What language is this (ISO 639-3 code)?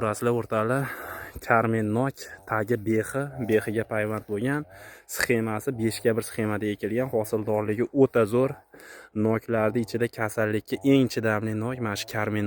uzb